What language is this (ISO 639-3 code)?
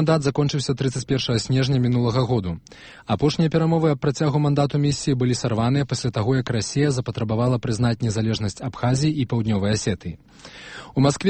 bel